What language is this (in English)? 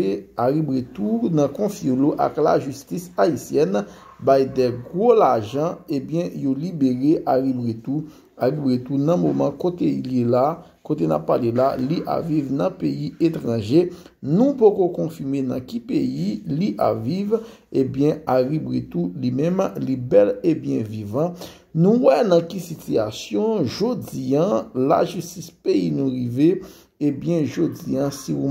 Haitian Creole